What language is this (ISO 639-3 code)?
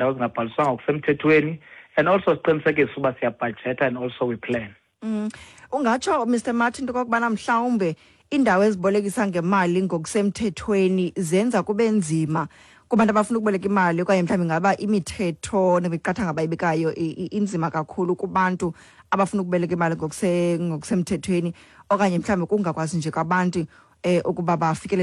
xho